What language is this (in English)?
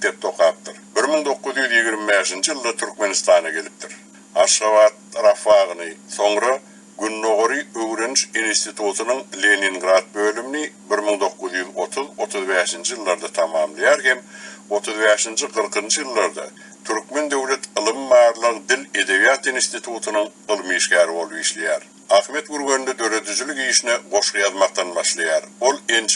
Turkmen